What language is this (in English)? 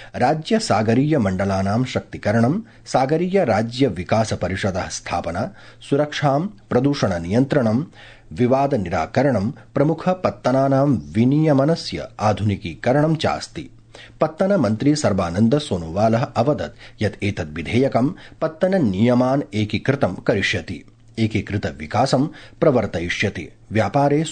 Sanskrit